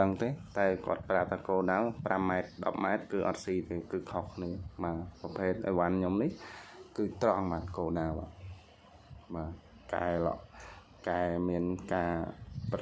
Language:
Khmer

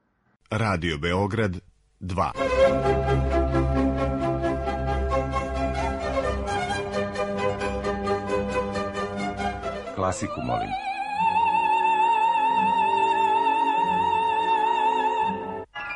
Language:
Serbian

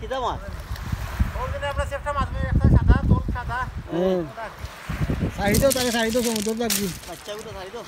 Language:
Sylheti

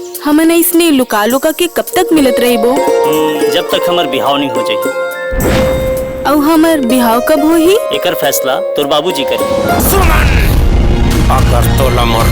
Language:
Chhattisgarhi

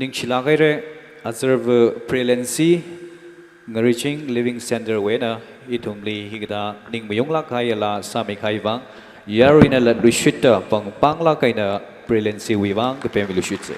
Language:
Tangkhul Naga (India)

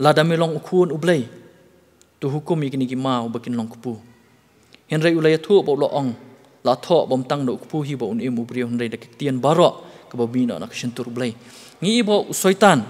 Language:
Khasi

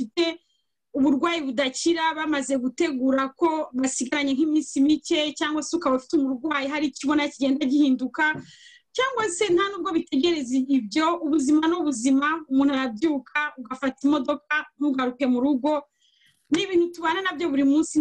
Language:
Kinyarwanda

